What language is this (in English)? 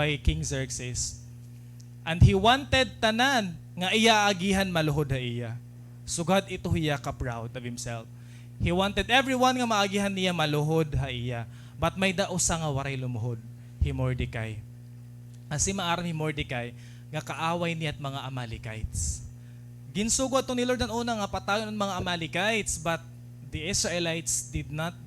Waray